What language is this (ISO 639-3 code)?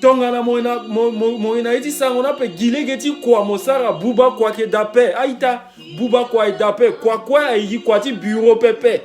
sag